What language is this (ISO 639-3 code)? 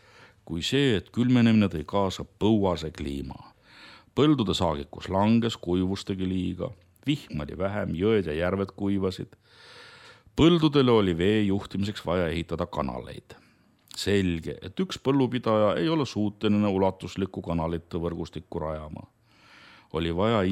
est